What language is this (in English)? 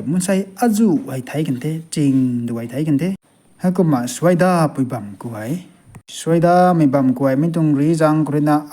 Rongmei Naga